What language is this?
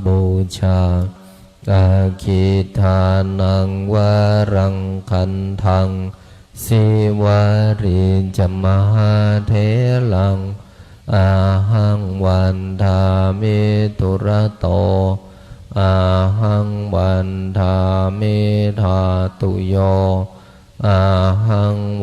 Pali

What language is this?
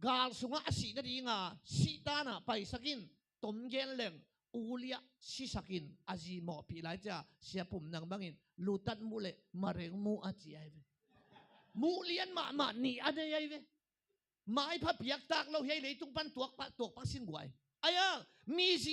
Tedim Chin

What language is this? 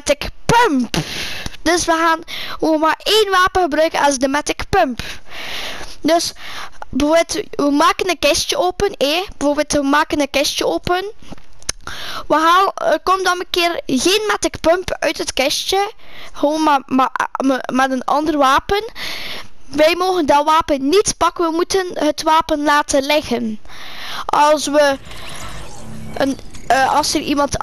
Dutch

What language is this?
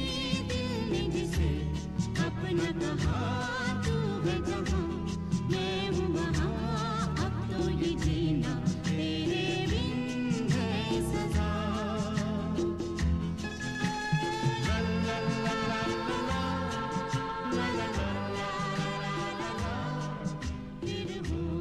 Hindi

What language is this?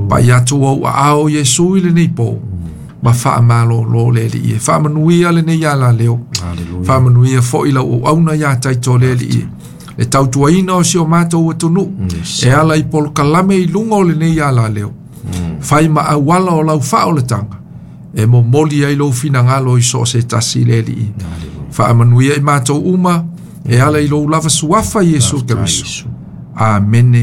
Samoan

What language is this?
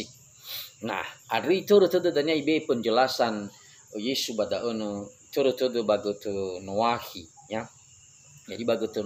Nias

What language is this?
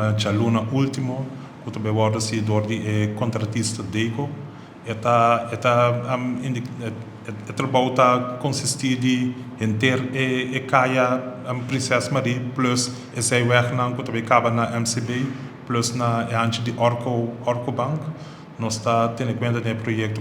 Papiamento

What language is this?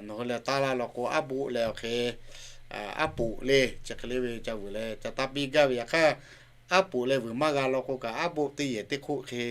Lahu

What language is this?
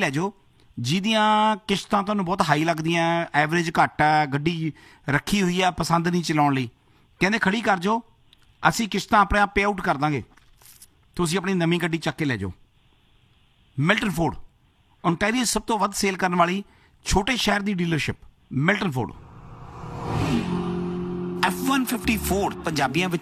Punjabi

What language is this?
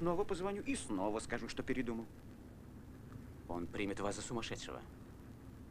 Russian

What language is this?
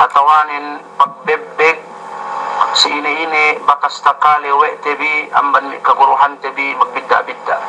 Yakan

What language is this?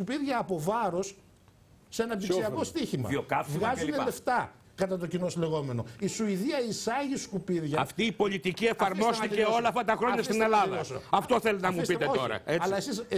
Greek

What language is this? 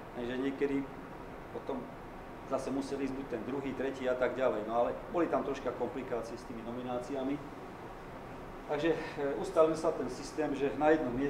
Slovak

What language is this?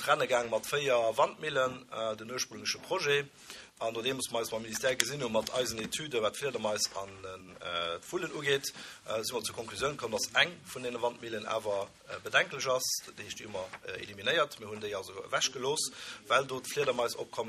Luxembourgish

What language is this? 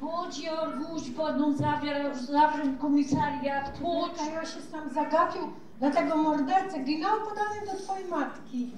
Silesian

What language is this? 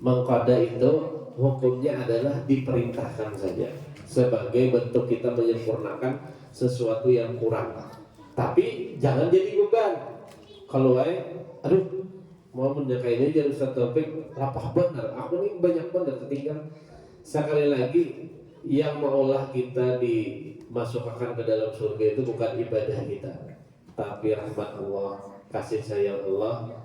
Banjar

